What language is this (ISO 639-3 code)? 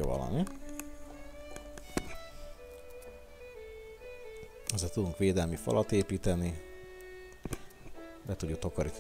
hun